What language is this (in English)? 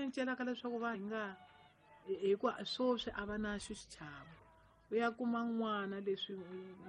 Tsonga